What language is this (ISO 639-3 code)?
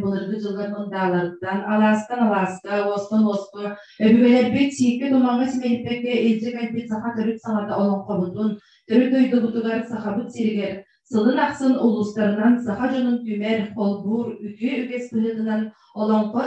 sah